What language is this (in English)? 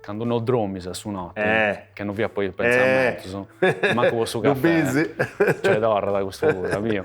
Sardinian